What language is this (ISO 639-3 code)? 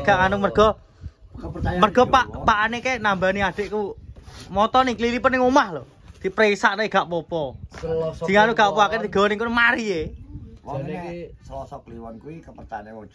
jav